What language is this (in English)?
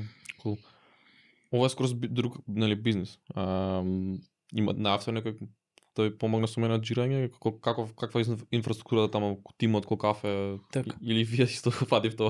Macedonian